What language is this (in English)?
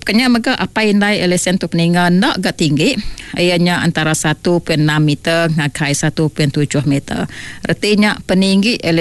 Iban